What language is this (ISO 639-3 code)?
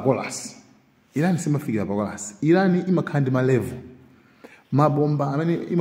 nya